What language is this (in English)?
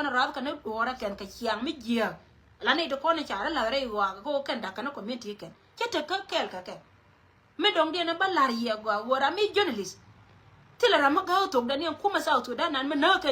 Nuer